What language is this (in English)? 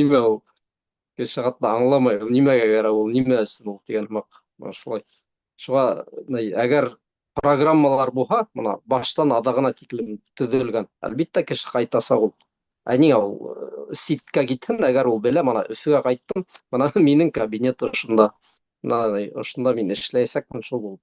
Bashkir